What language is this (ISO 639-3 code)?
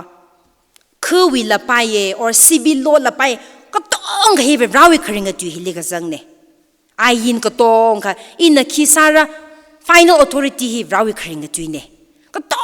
nmf